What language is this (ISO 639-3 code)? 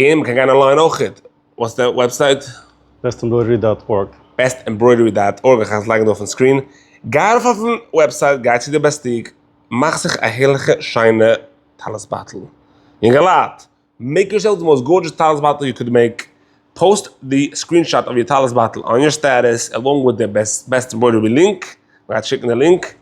yid